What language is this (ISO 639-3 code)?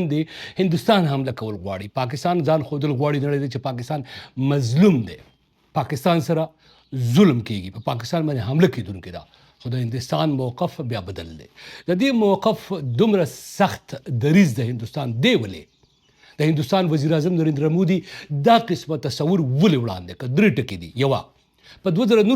pus